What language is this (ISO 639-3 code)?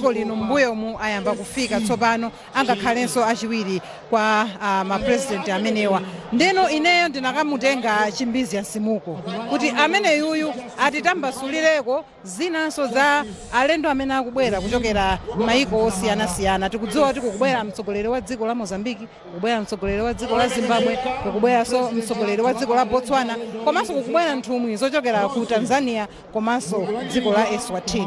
nya